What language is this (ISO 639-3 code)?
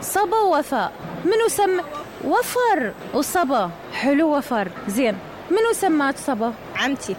acm